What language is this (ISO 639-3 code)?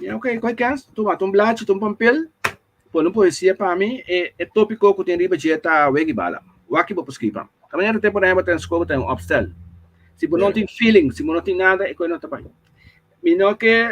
pap